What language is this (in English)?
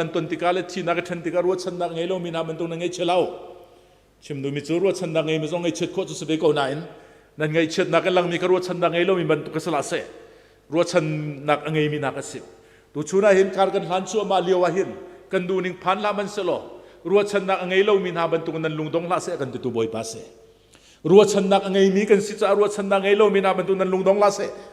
Hakha Chin